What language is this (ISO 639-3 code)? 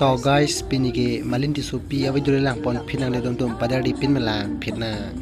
mjw